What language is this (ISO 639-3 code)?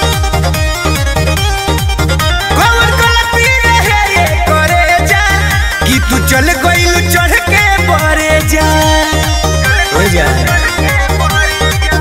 bho